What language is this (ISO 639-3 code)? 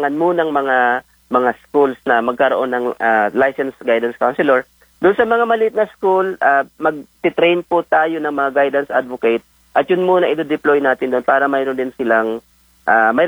fil